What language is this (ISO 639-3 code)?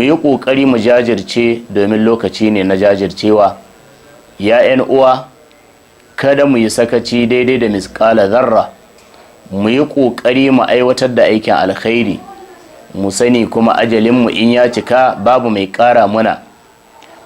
hau